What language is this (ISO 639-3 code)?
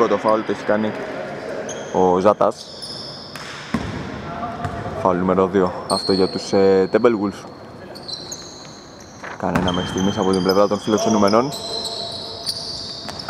ell